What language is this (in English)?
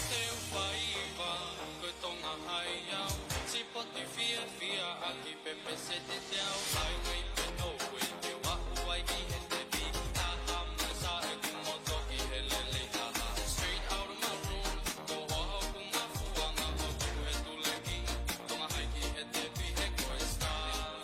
Tongan